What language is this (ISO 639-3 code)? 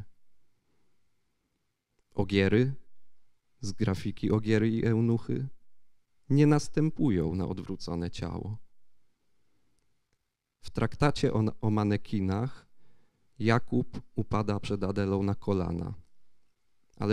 pol